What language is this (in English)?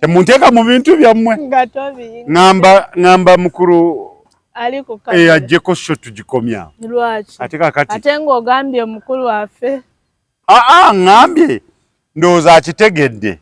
Ganda